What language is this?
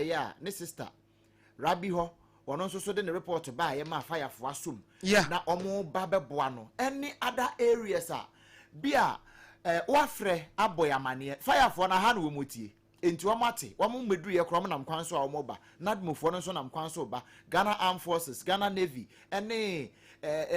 Akan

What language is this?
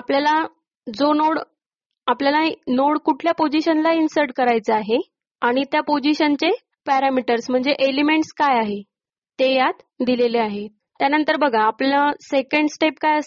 Marathi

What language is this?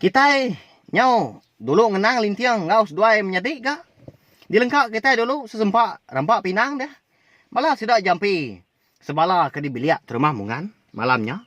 Iban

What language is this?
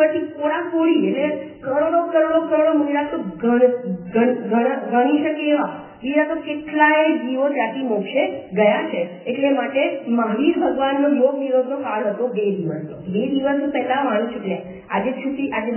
Gujarati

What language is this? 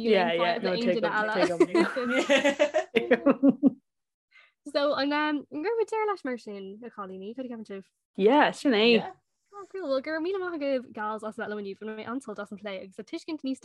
Irish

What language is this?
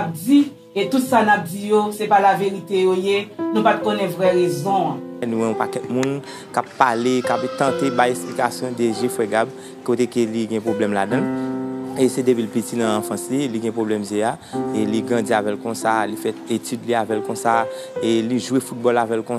Haitian Creole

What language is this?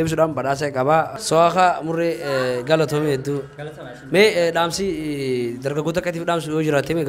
Oromo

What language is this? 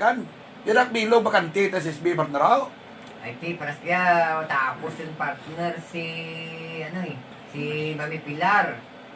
Hiligaynon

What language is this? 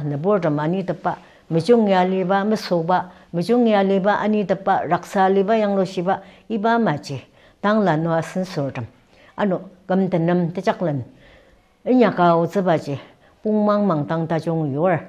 Ao Naga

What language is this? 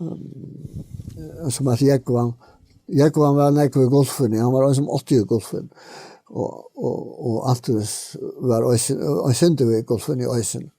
Faroese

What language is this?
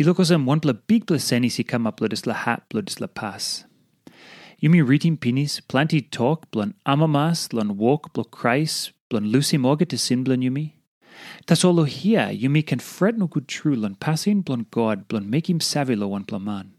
Tok Pisin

